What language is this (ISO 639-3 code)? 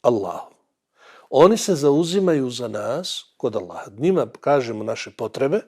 bos